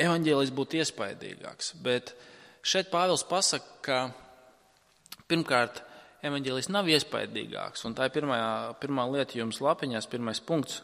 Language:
Latvian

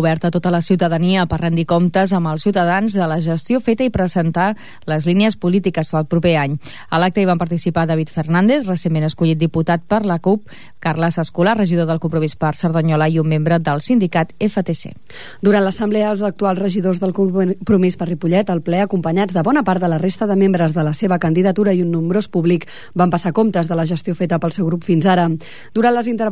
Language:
Catalan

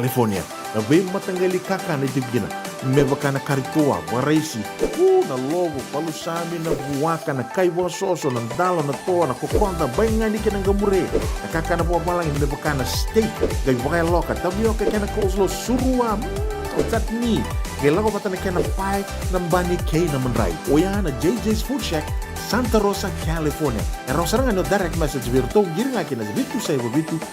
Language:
Fijian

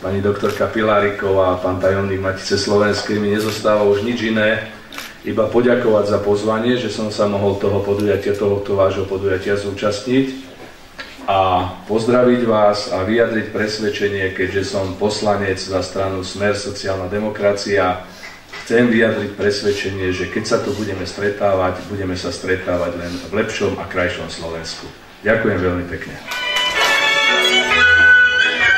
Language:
Slovak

